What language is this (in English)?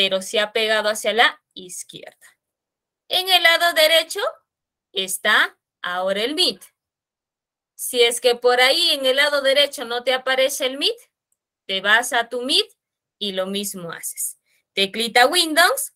Spanish